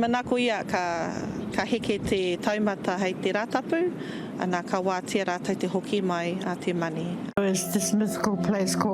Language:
Māori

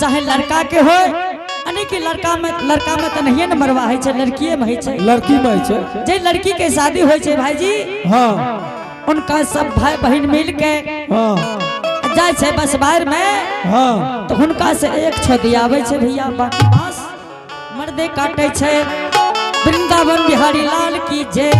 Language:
Angika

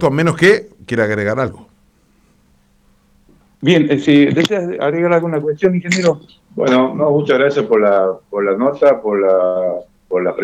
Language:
Spanish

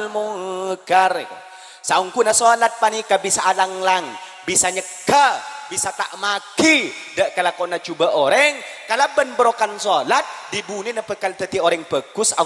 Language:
Madurese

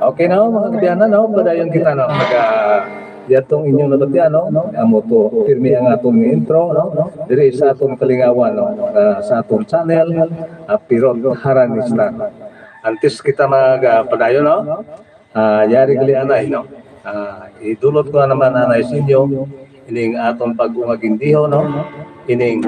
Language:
Hiligaynon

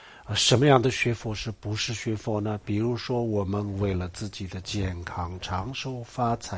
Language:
Chinese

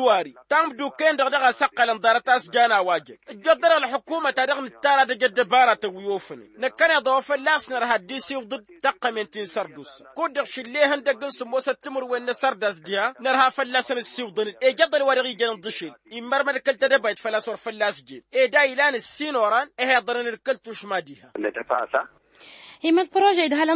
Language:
Tamasheq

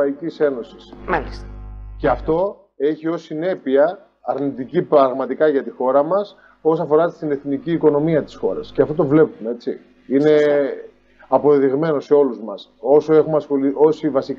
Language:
Greek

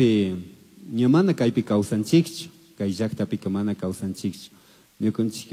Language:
Chimborazo Highland Quichua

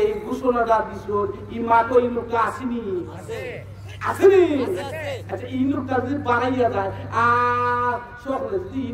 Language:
Sylheti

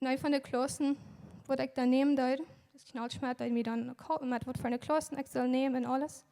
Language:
Plautdietsch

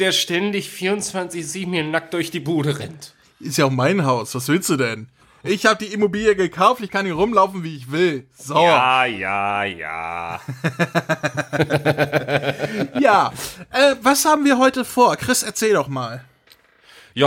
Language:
German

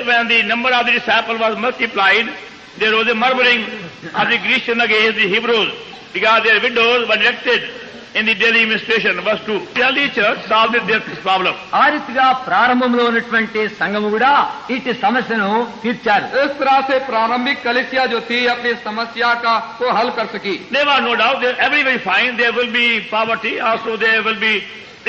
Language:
Telugu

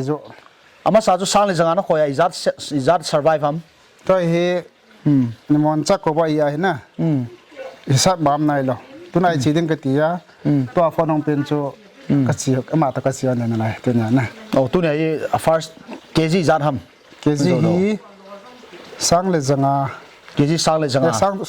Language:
Paite Chin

